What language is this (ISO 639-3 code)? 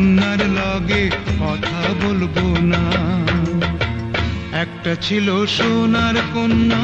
ben